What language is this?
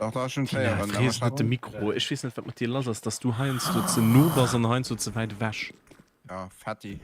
Luxembourgish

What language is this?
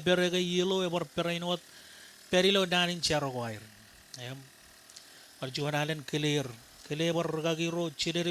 Marshallese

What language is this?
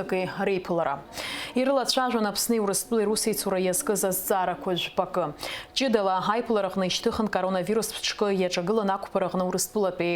Abkhazian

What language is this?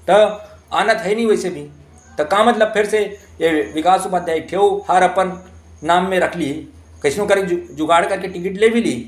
Chhattisgarhi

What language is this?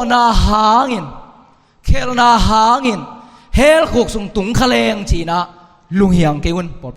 Tedim Chin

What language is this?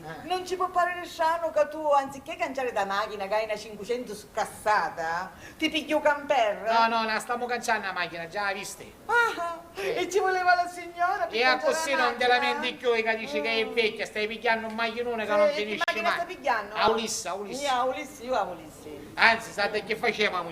Sicilian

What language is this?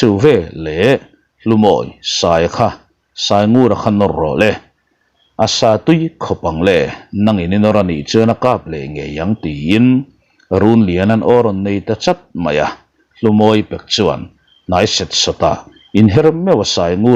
Mizo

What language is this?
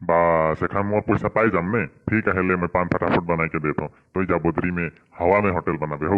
Sadri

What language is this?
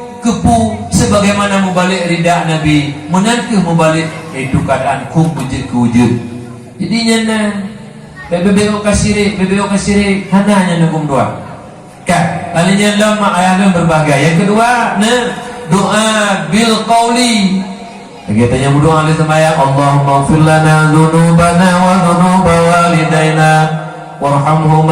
Achinese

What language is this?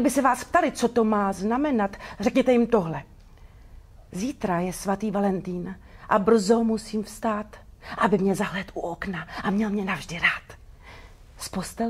Czech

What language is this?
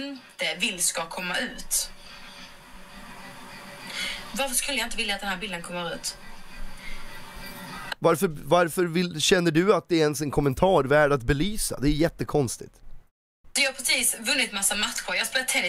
Swedish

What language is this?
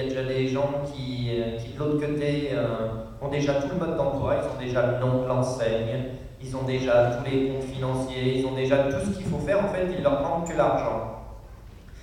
French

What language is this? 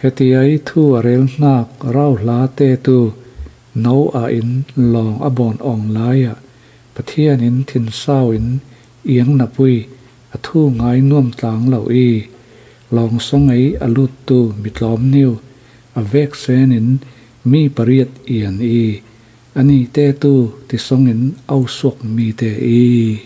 Falam Chin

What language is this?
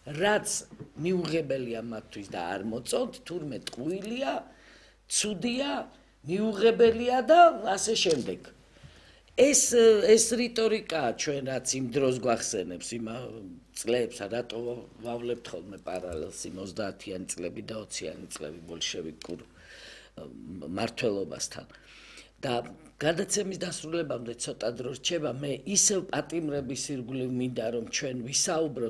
Georgian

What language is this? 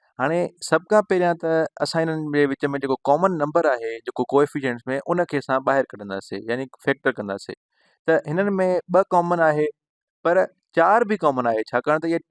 Sindhi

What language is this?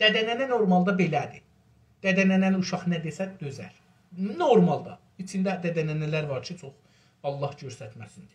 South Azerbaijani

